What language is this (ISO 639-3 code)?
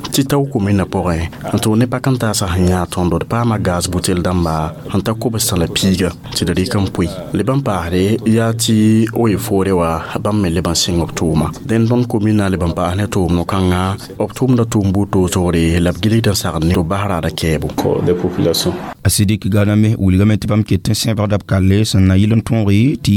mos